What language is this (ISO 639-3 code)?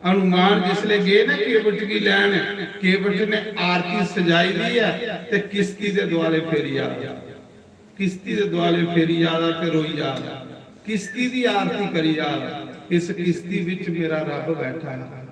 doi